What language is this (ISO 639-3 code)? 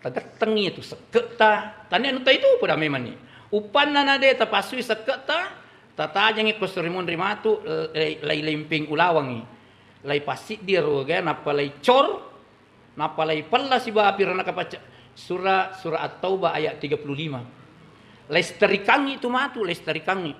bug